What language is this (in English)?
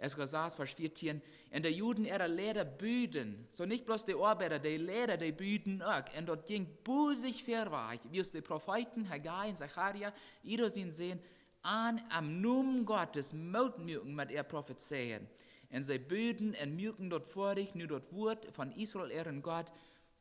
Plautdietsch